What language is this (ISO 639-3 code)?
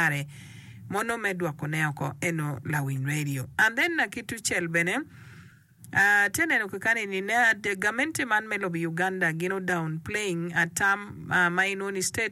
ach